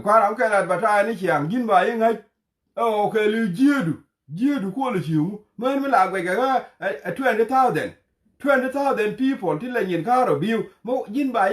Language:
Nuer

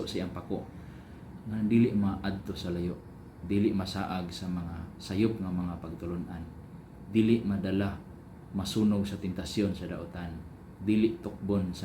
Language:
Cebuano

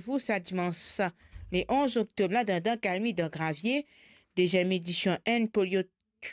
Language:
Morisyen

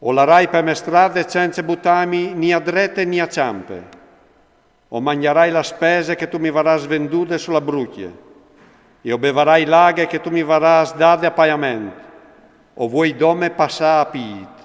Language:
Friulian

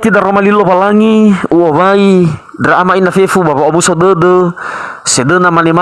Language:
Nias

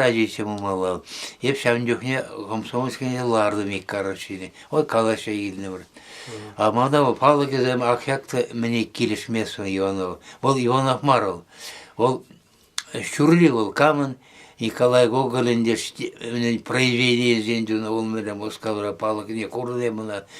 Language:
Chuvash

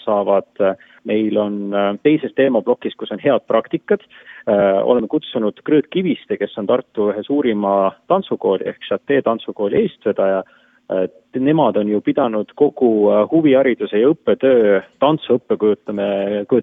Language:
Estonian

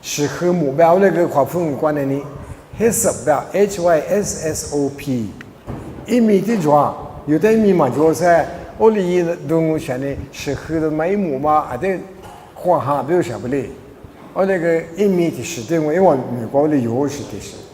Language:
Lisu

